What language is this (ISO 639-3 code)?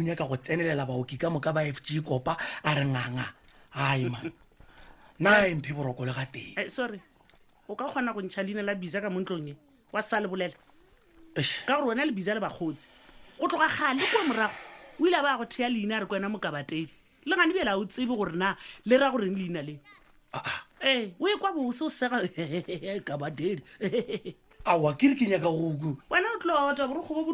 nso